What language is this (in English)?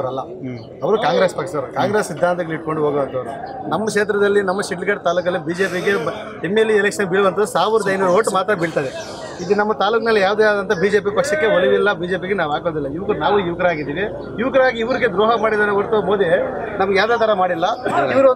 Kannada